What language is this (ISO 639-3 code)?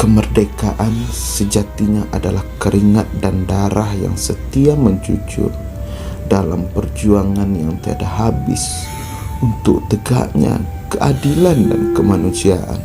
min